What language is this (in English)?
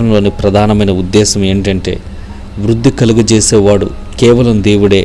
Telugu